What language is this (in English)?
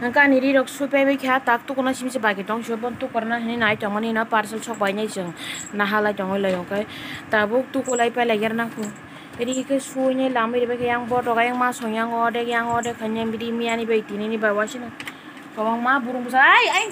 Kok Borok